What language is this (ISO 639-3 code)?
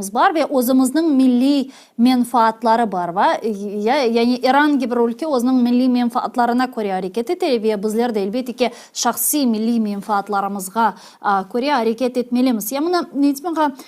crh